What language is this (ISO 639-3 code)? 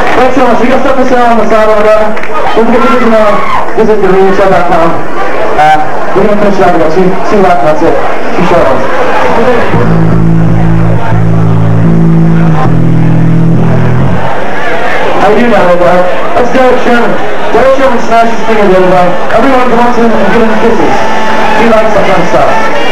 eng